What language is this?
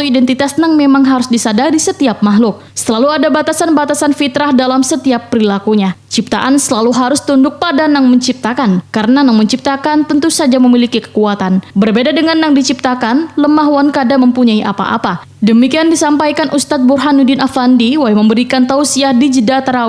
Banjar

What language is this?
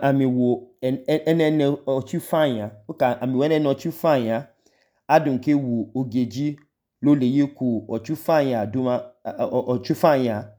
Idoma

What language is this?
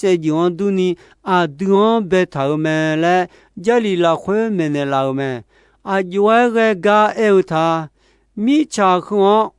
Akha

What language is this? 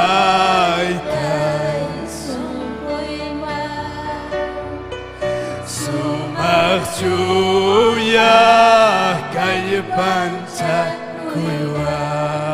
Ayacucho Quechua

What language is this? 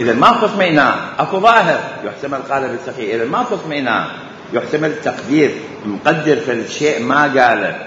Mesopotamian Arabic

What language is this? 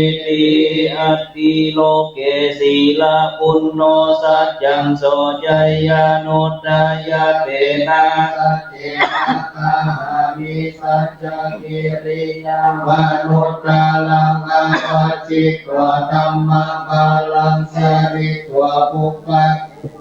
Pali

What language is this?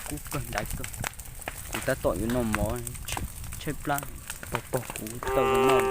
Hmong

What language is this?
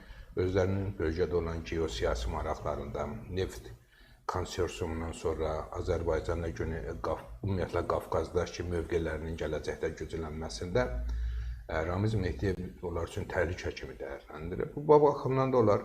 Azerbaijani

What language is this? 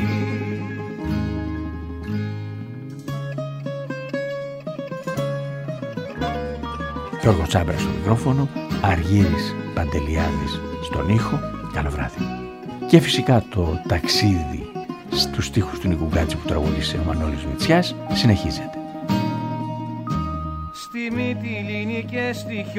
Greek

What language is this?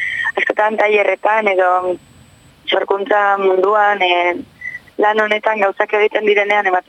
Basque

